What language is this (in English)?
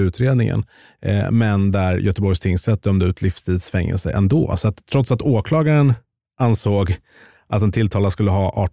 Swedish